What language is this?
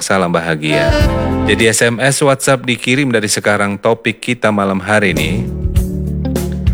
Indonesian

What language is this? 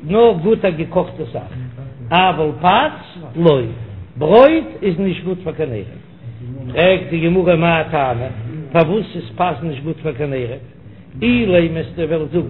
Yiddish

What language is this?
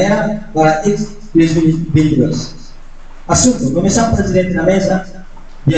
Tetum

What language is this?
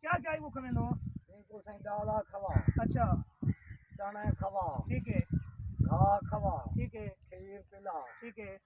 Saraiki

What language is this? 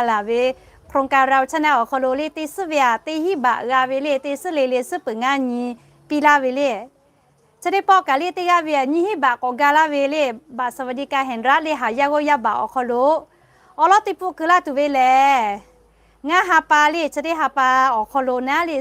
Lahu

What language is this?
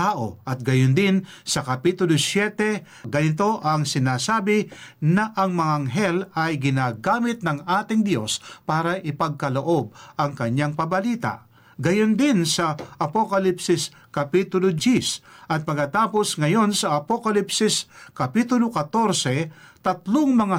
Filipino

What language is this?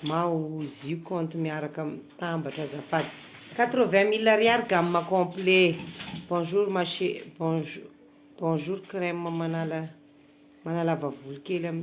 Malagasy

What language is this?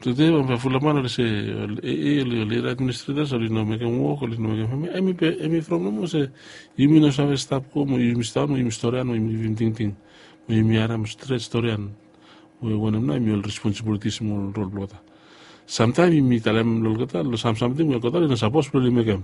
Bislama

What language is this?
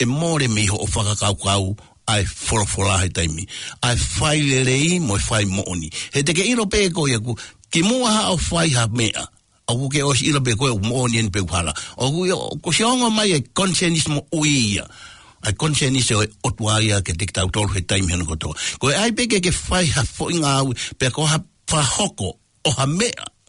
Tongan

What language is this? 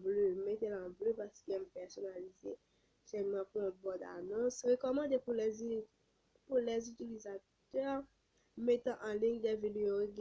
Haitian Creole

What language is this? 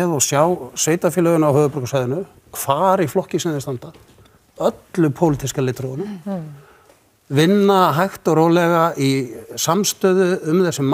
Icelandic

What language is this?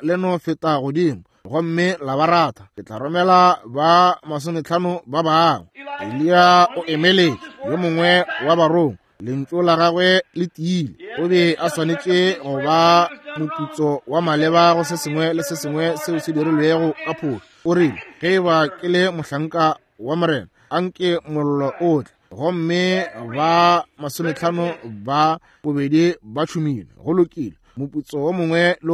Northern Sotho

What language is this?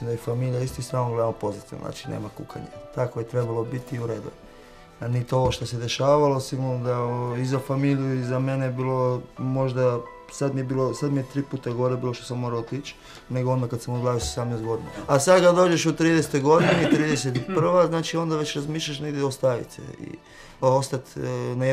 Croatian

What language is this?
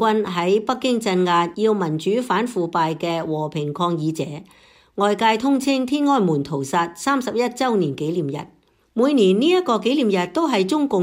Cantonese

